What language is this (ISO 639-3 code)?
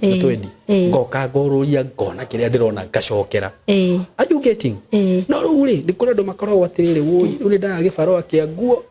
kik